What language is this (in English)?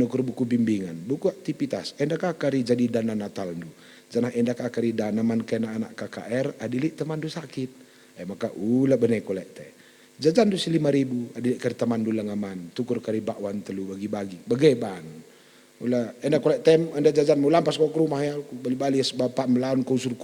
Batak Karo